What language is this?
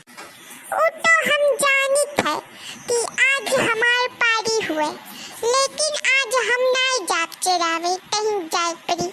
Awadhi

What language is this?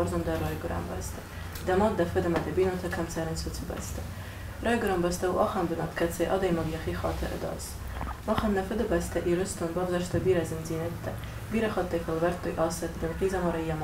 Ossetic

